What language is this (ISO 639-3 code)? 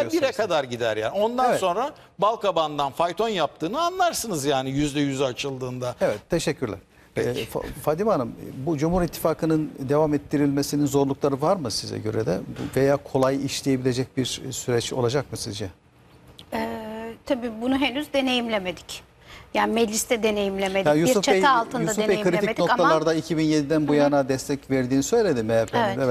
tur